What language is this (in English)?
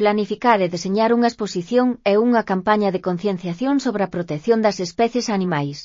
Galician